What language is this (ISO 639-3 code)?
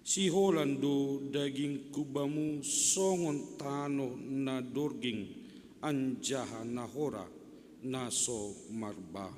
bts